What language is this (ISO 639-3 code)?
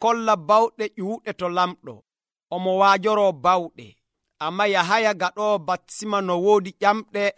fuv